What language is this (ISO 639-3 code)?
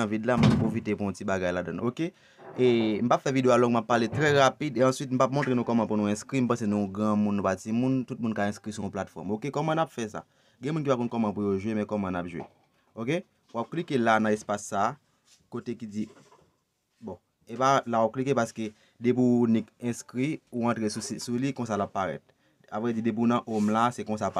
hat